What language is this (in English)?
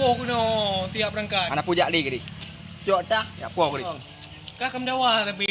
Achinese